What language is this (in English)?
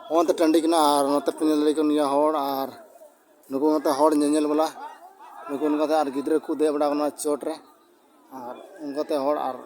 Santali